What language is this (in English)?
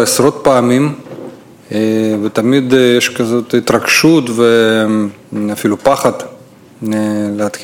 Hebrew